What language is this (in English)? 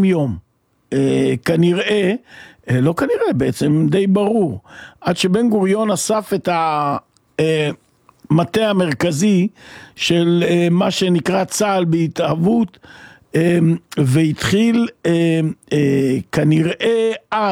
Hebrew